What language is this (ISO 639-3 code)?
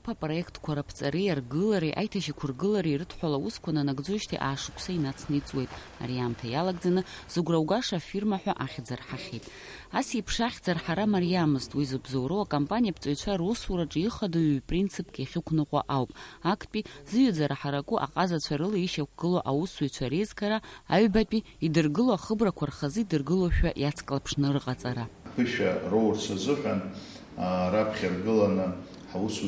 abk